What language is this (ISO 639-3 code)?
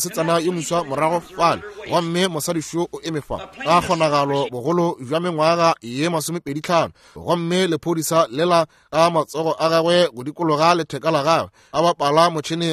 nso